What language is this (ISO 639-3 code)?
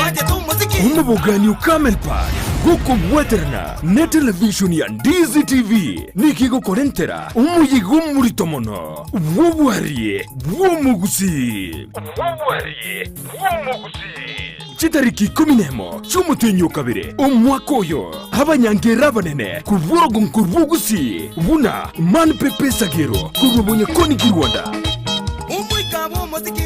guz